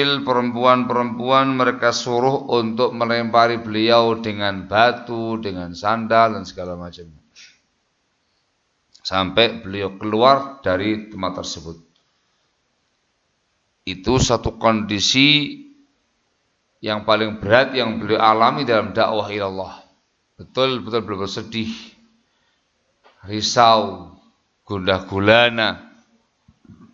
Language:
Indonesian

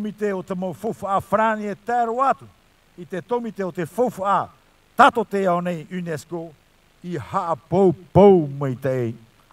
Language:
Tahitian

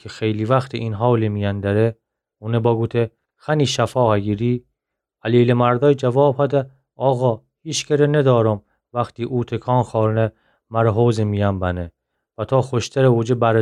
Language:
Gilaki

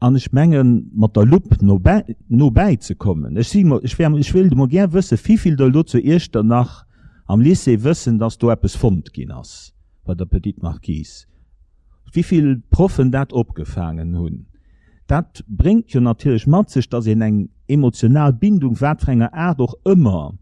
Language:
Luxembourgish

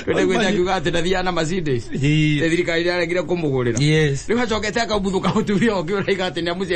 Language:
Kikuyu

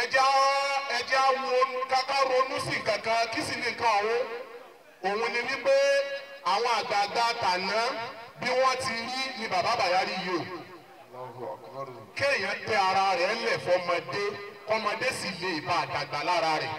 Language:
Yoruba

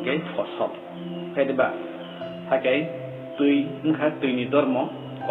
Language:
Kok Borok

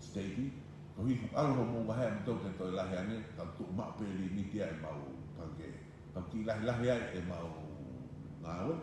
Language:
Tongan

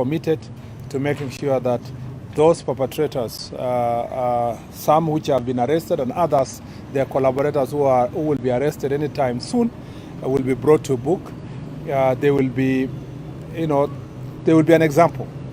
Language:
Kikuyu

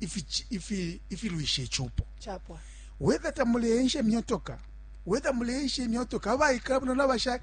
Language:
Bemba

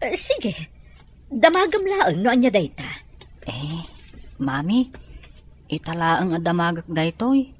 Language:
Iloko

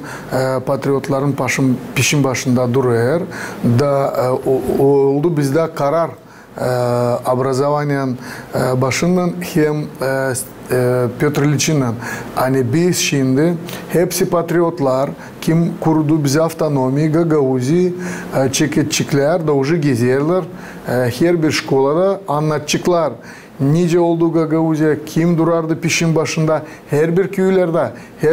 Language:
Gagauz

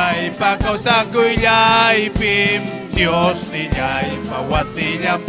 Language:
Ayacucho Quechua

